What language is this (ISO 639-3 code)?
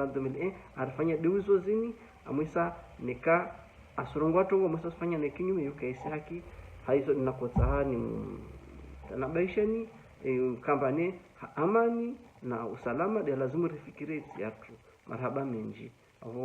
zdj